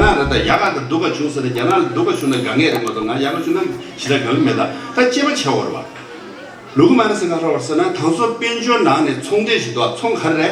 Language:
Tibetan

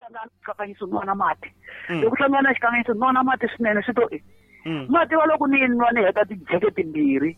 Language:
Tsonga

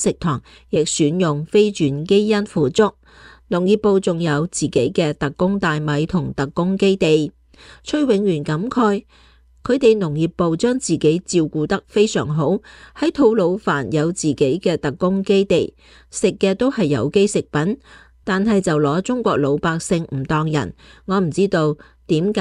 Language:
Cantonese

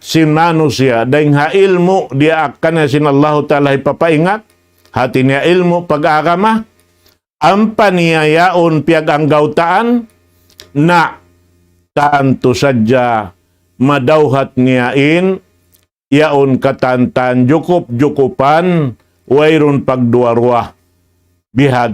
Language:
Tausug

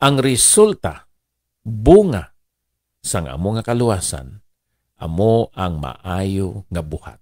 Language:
Hiligaynon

